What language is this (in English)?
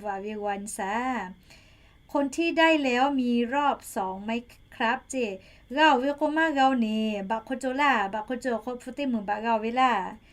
Lahu